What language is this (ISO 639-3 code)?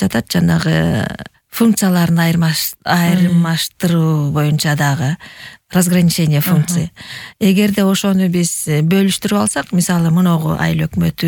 kir